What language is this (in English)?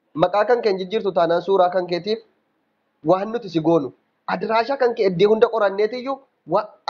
Oromo